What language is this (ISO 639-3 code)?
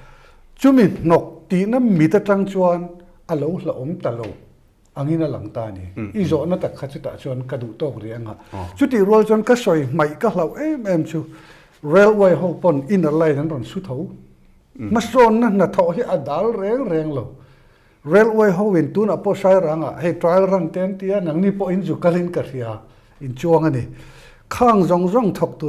lus